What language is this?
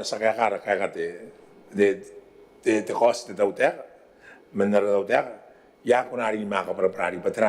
Gilbertese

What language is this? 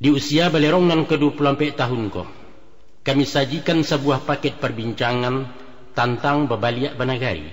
Minangkabau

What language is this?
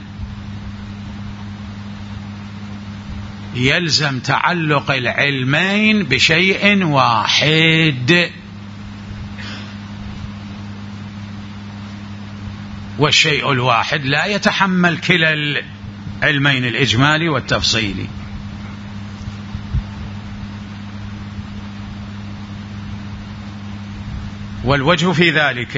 Arabic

